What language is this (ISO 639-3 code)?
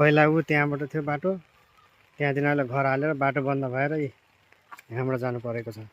nep